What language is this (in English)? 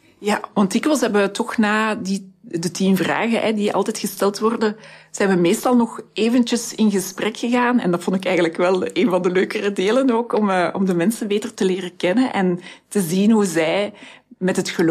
Dutch